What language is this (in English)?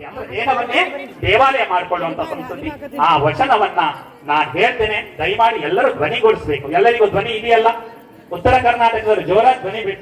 Kannada